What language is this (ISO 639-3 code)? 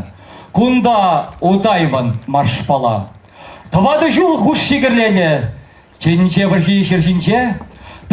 chv